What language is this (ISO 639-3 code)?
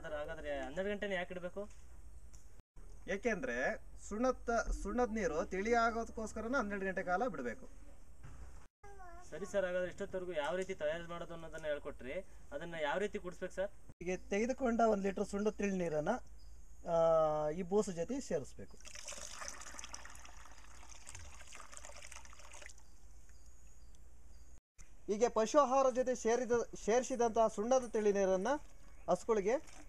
kan